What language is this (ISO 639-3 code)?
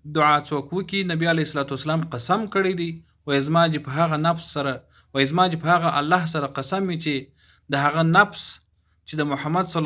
pus